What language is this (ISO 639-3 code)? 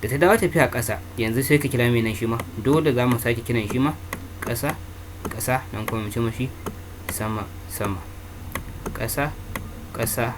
hau